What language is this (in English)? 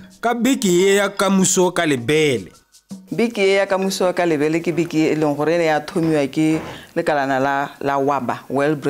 Tswana